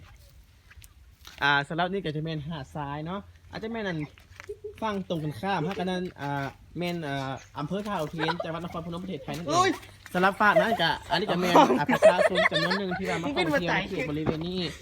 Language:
Lao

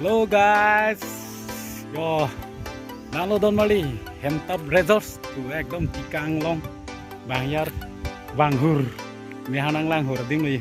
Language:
Karbi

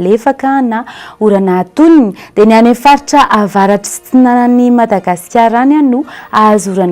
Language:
Malagasy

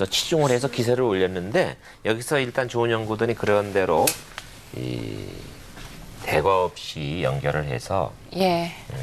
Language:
Korean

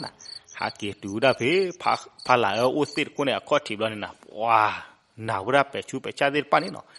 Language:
S'gaw Karen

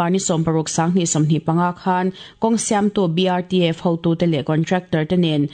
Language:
Mizo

